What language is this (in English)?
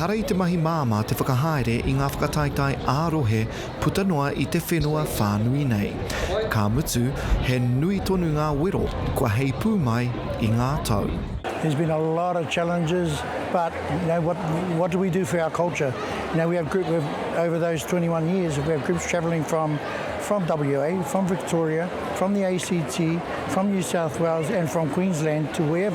Māori